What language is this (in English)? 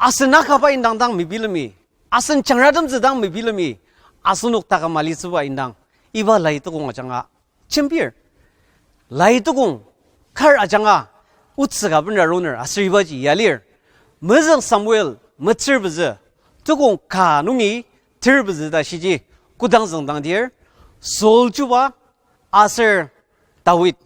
Ao Naga